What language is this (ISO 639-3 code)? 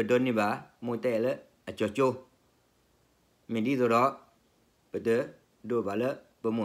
ksw